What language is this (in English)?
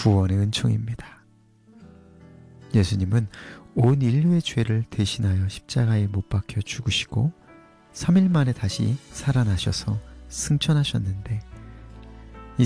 Korean